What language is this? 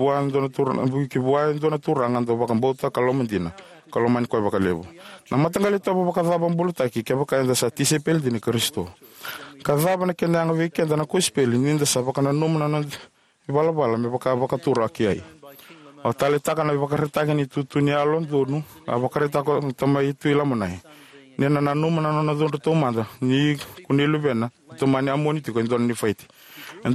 Fijian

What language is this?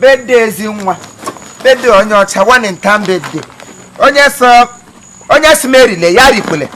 Igbo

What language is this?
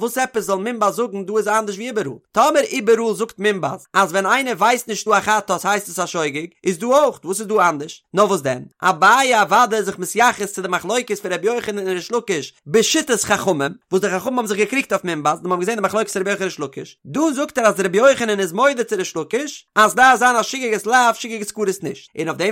Yiddish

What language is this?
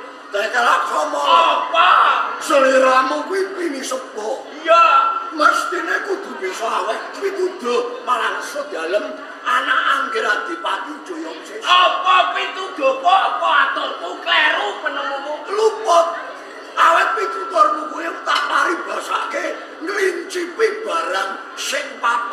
Javanese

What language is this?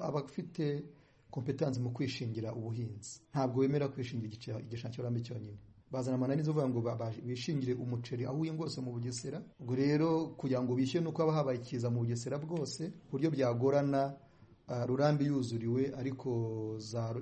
Kinyarwanda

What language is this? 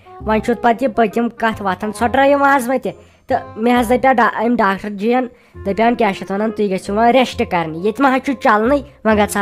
Kashmiri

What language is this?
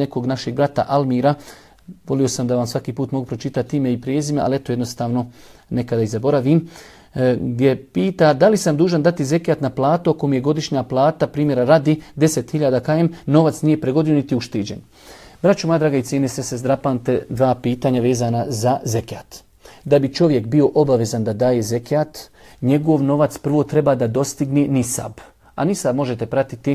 Bosnian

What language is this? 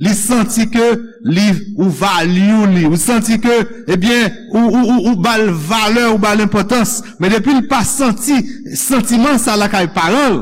Haitian Creole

